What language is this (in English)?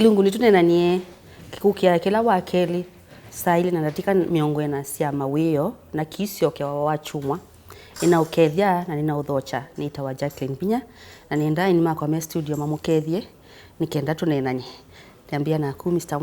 Kamba